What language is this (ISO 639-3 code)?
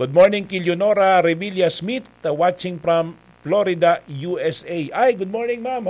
bik